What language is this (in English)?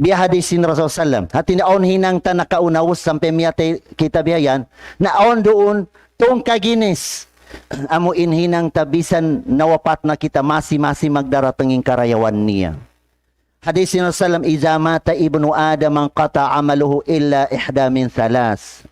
Tausug